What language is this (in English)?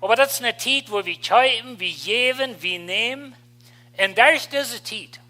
Plautdietsch